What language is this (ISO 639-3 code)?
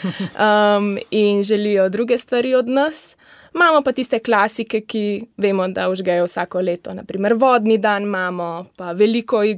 slv